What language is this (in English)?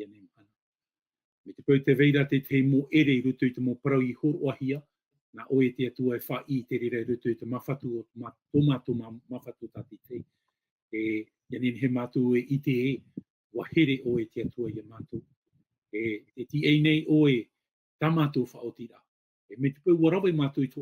Tahitian